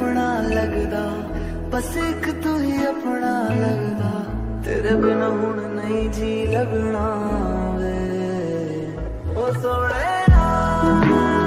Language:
Punjabi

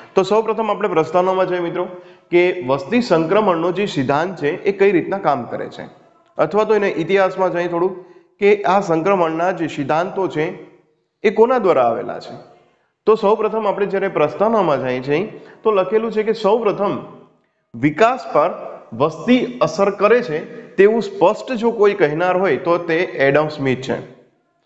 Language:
Gujarati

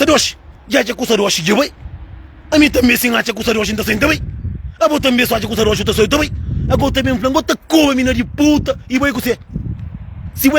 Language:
Kabuverdianu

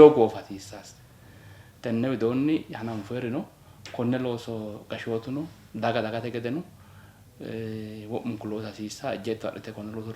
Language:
Sidamo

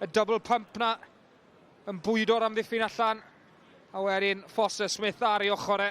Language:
Welsh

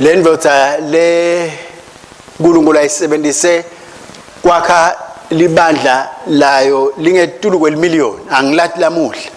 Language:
Swati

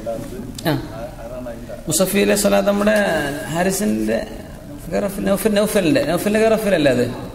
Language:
Malayalam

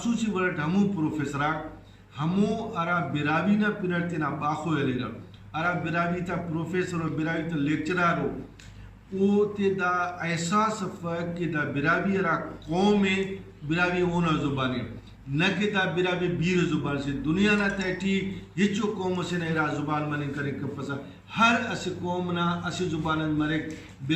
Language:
Brahui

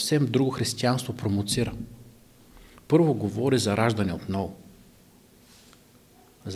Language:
Bulgarian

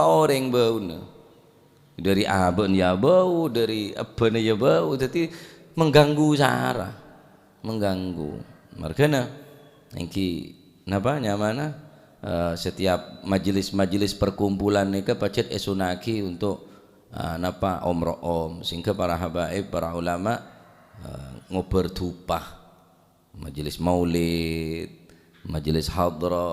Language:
Madurese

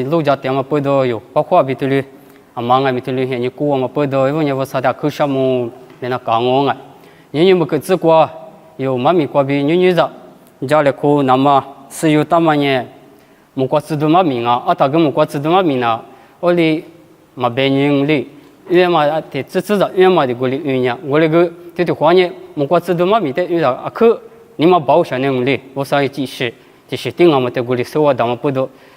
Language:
Lisu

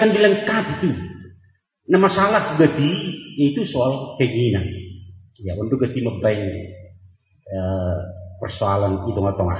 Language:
Batak Simalungun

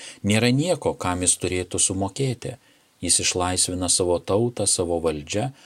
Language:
Lithuanian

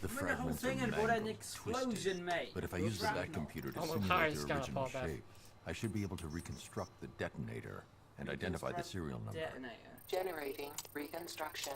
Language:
Welsh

